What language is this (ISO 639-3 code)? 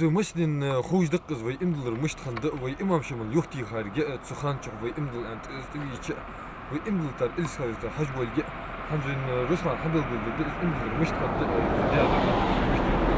inh